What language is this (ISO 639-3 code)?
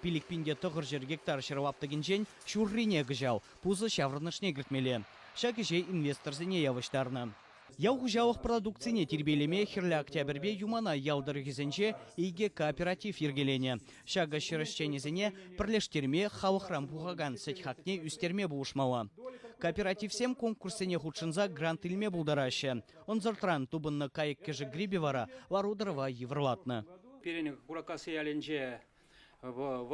chv